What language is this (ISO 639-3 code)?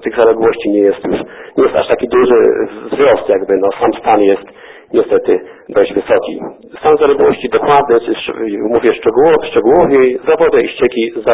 pol